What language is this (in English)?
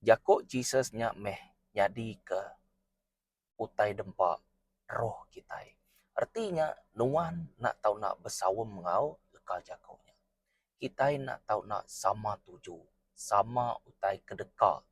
Iban